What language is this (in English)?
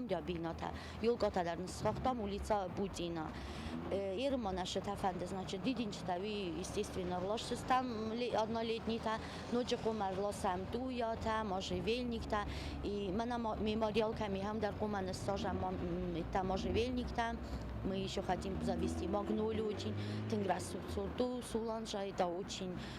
Ossetic